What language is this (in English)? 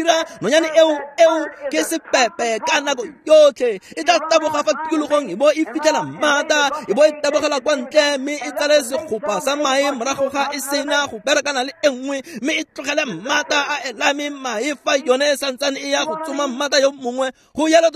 Tswana